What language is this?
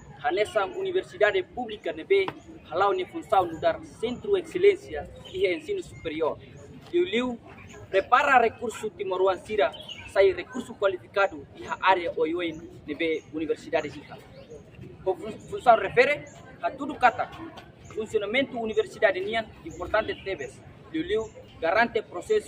Tetum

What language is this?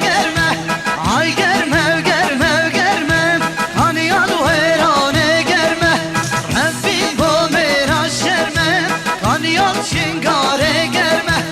Kurdish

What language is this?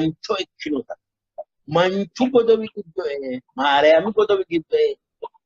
Sidamo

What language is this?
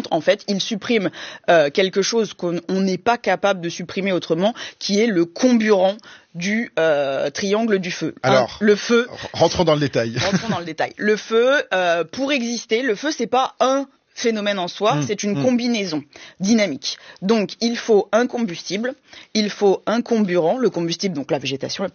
French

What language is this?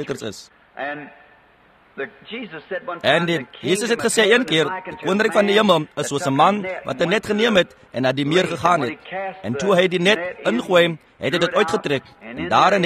Afrikaans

